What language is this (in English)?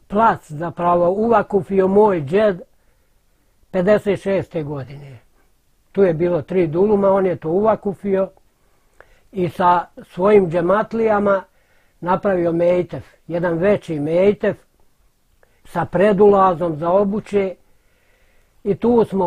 Bosnian